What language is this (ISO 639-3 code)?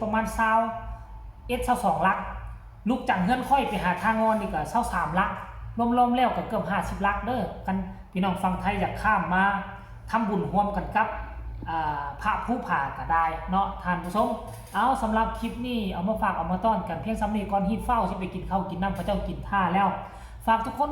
tts